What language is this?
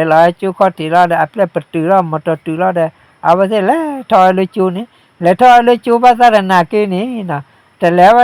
S'gaw Karen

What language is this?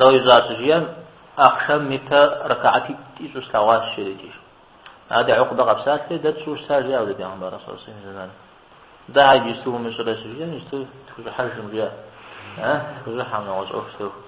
Kabardian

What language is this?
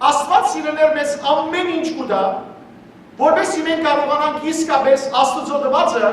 Western Armenian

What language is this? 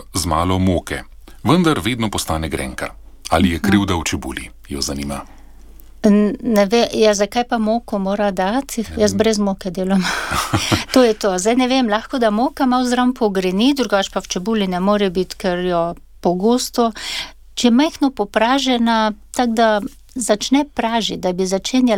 Slovenian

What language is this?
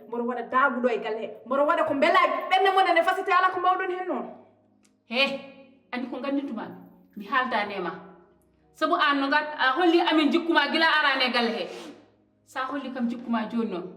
Fula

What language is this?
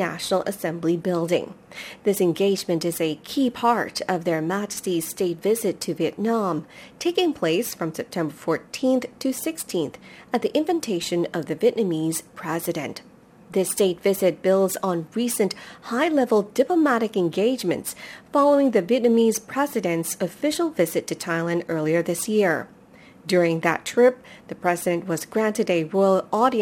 English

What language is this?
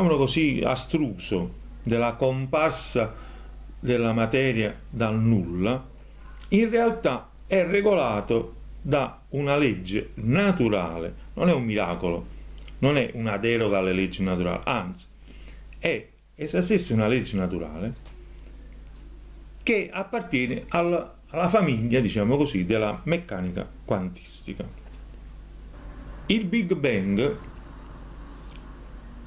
Italian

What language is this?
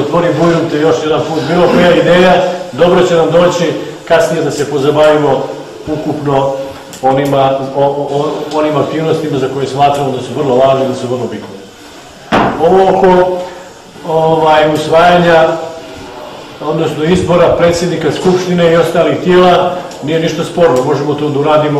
Bosnian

